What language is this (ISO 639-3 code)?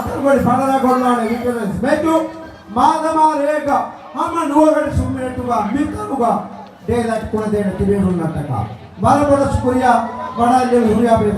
div